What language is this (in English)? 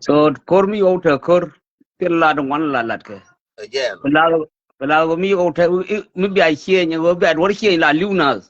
Nuer